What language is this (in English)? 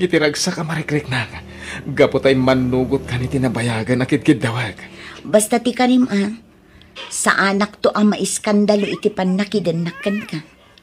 Iloko